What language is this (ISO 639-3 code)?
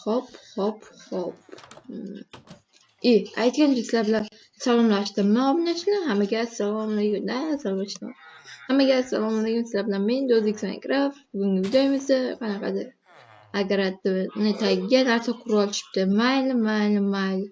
uzb